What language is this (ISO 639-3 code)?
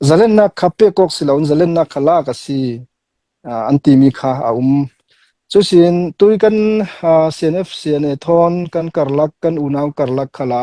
cnh